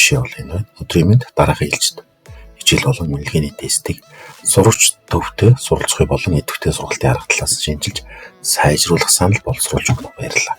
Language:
Mongolian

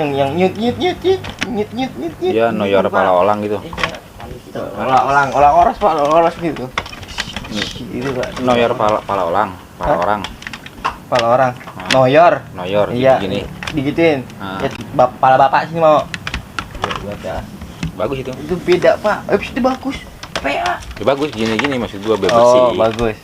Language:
Betawi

